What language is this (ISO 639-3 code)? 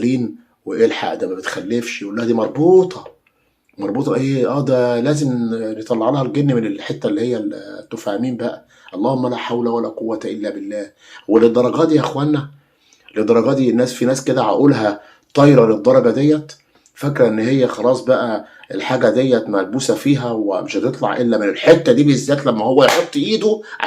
arz